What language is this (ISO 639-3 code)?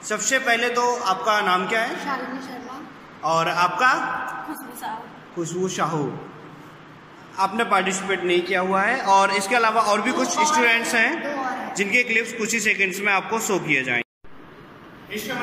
hin